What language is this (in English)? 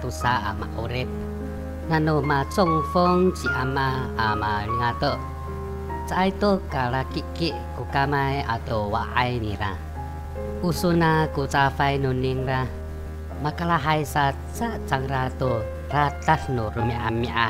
Amis